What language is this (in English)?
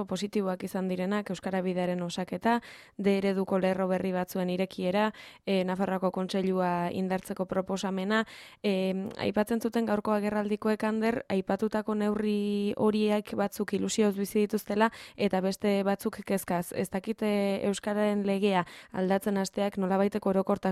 Basque